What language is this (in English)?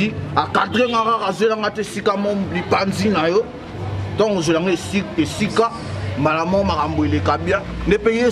Lingala